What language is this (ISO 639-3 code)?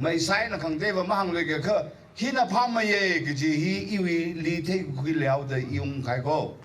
nmf